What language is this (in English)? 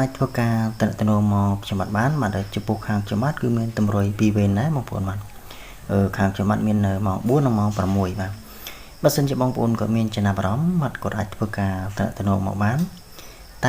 Khmer